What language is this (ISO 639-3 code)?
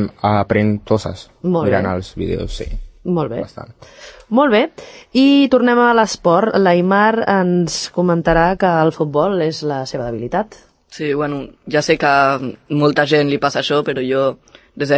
cat